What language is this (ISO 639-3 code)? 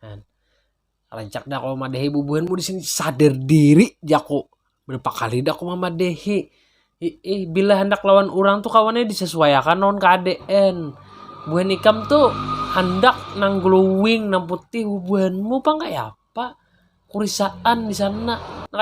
bjn